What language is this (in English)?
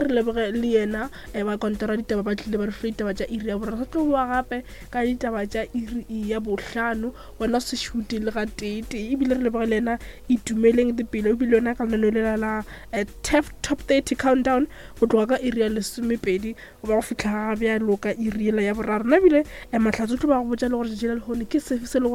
Northern Sotho